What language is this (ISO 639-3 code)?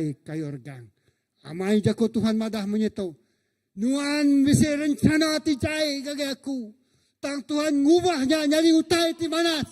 iba